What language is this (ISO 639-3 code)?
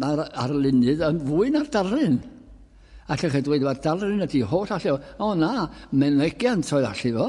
cym